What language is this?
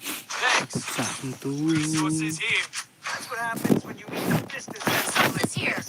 Khasi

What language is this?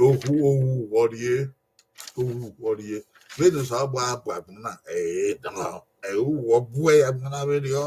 Bini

